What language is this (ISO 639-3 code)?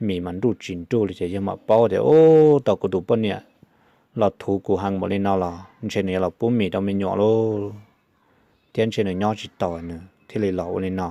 hmn